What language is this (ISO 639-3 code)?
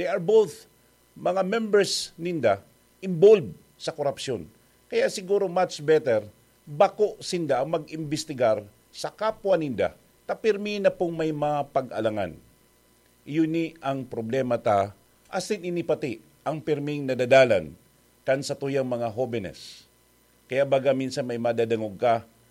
bik